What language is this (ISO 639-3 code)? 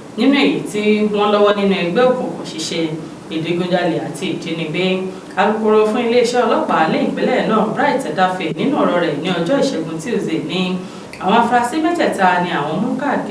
yor